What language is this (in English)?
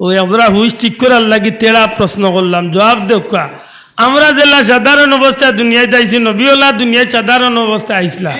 Sylheti